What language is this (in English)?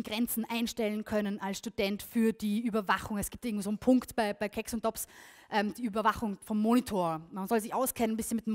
German